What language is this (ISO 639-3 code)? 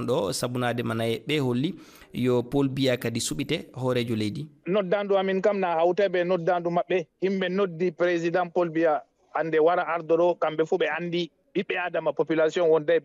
ful